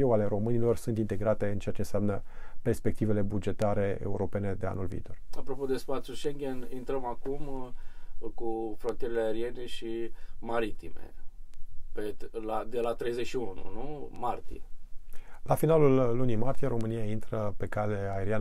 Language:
Romanian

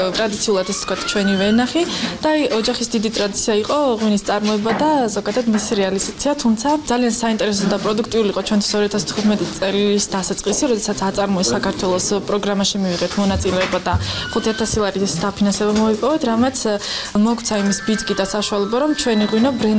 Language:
Georgian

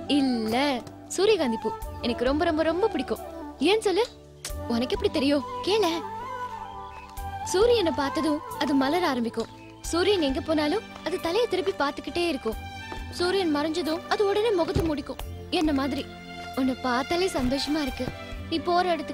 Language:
Tamil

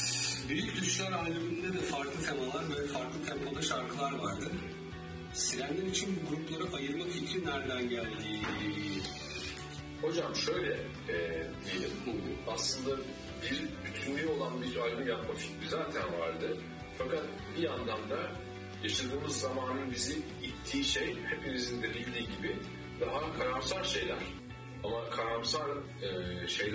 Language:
Turkish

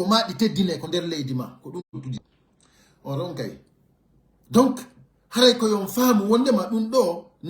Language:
Pular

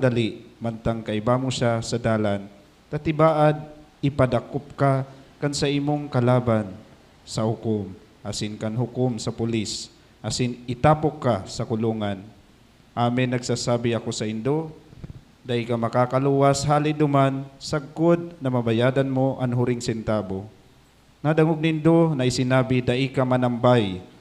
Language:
Bikol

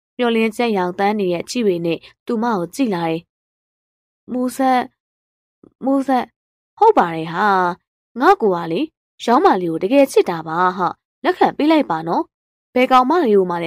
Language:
Burmese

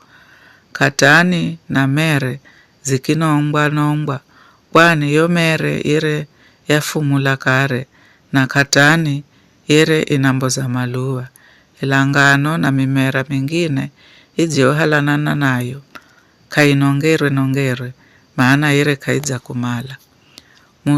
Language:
Giryama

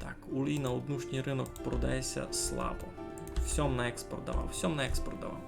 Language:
Rusyn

